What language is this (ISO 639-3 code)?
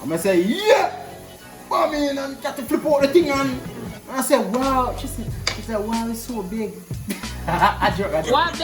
jam